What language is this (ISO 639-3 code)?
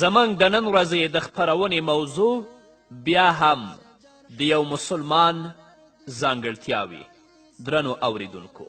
pus